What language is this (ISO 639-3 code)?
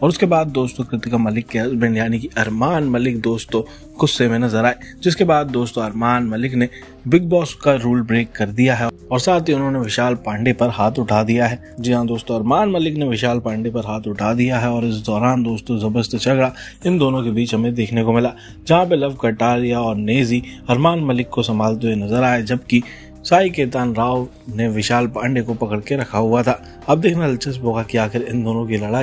hin